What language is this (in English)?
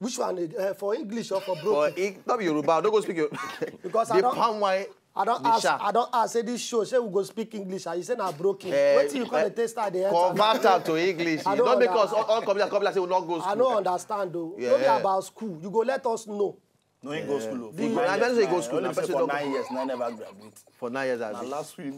Nigerian Pidgin